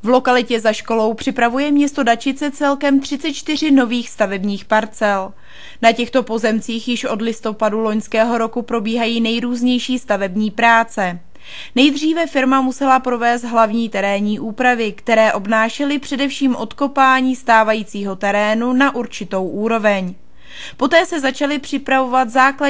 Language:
Czech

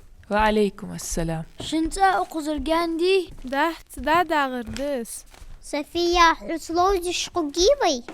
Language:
Ingush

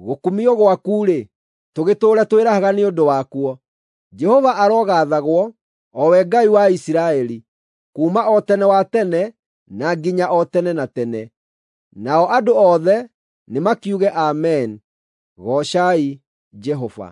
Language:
Kikuyu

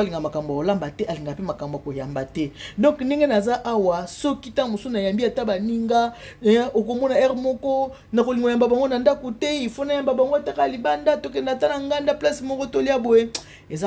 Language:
Lingala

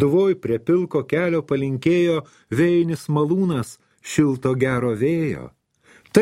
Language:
Lithuanian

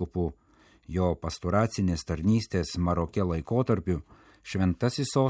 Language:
Lithuanian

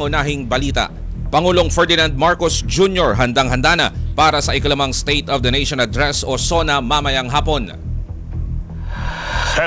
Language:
Filipino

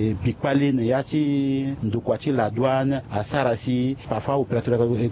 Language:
Sango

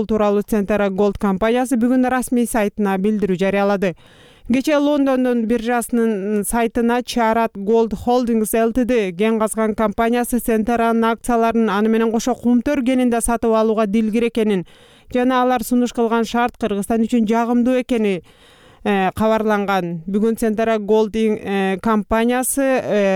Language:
Kyrgyz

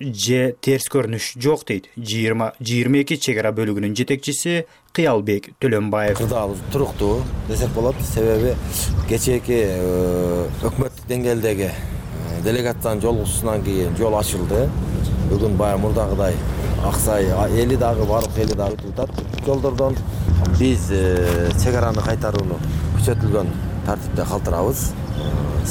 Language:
Kyrgyz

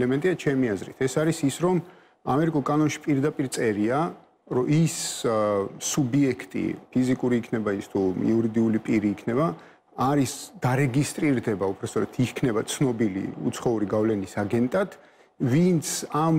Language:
Georgian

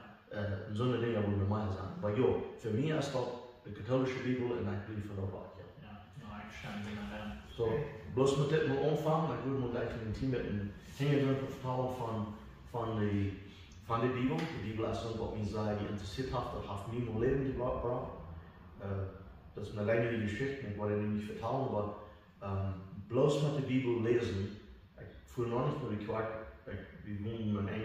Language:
Plautdietsch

